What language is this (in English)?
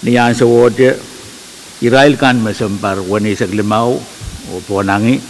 Pohnpeian